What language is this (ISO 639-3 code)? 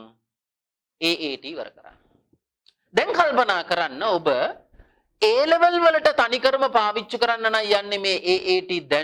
sin